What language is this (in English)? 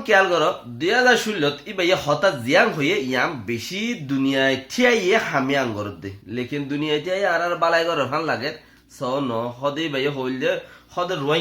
Rohingya